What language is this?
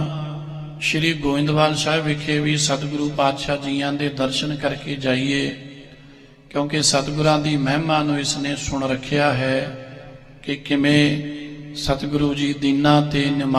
Punjabi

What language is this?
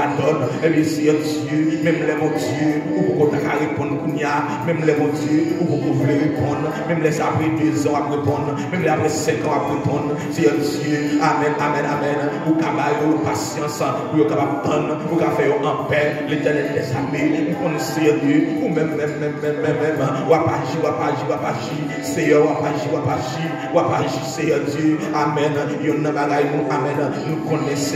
Haitian Creole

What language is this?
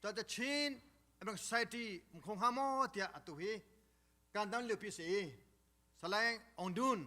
Hakha Chin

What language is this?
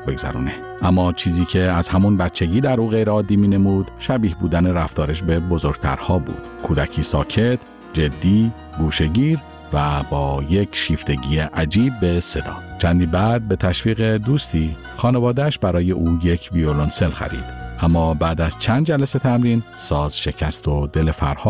Persian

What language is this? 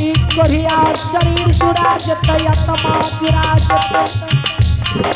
Angika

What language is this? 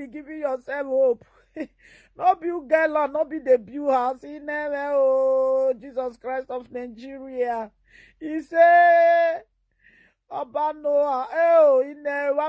Nigerian Pidgin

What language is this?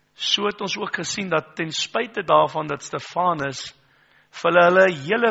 Afrikaans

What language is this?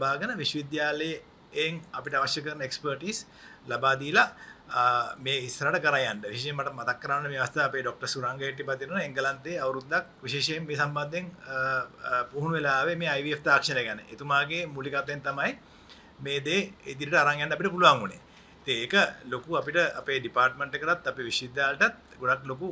Sinhala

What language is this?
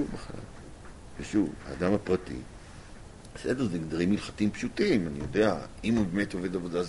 Hebrew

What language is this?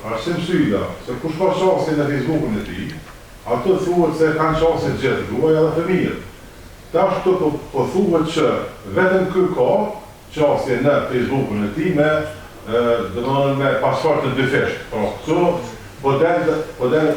Albanian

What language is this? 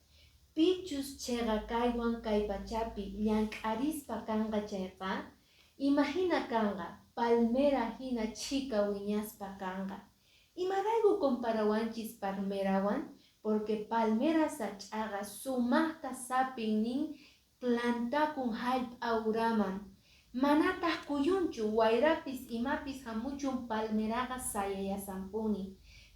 Quechua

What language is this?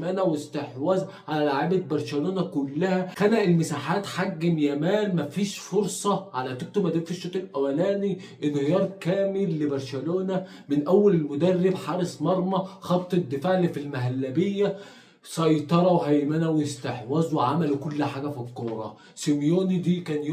Egyptian Arabic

